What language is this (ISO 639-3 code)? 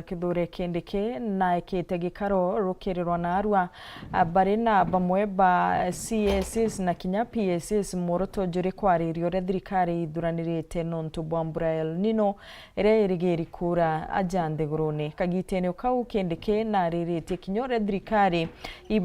mer